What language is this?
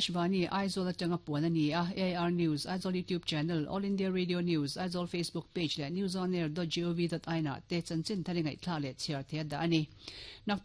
Mizo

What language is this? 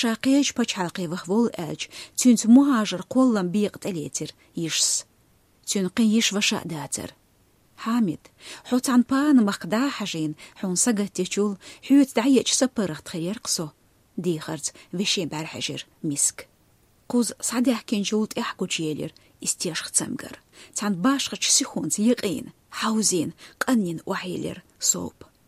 Chechen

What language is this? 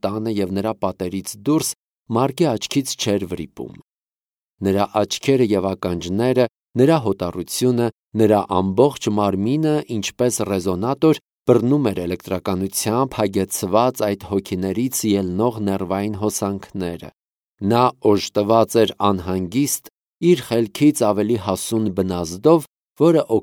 Armenian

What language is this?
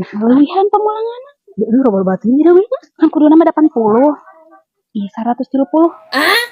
Sundanese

